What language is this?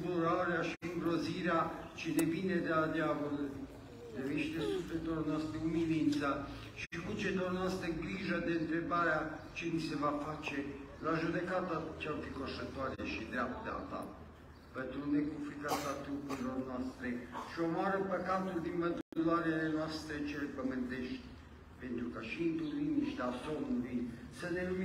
Romanian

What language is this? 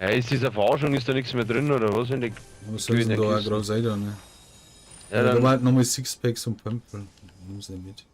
Bavarian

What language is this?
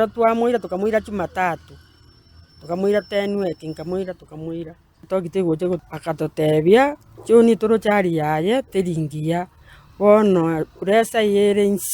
Gusii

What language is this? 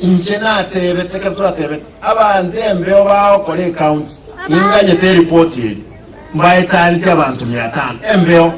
Gusii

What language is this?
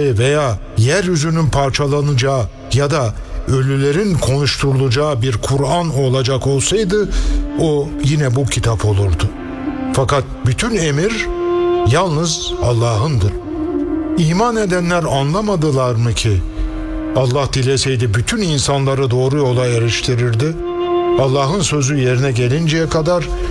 Turkish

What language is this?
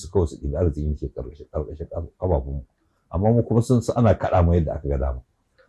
Hausa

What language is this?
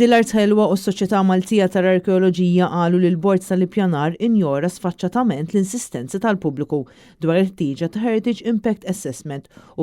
Maltese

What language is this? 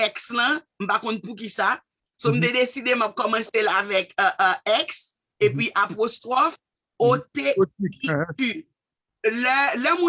Haitian Creole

